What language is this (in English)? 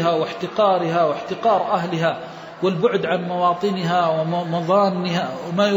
Arabic